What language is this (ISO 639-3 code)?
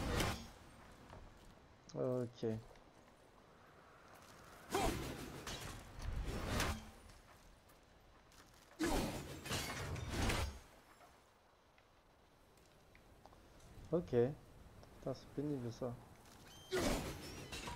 fra